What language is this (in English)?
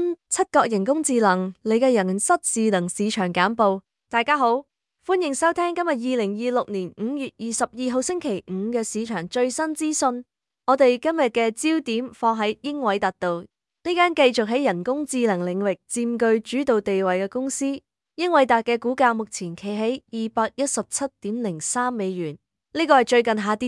Cantonese